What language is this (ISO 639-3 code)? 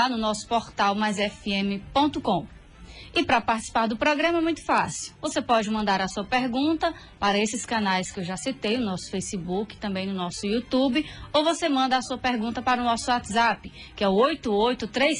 por